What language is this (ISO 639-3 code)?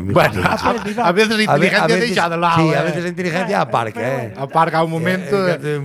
glg